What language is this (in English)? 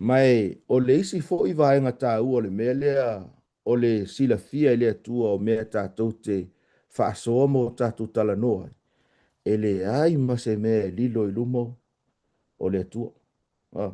Samoan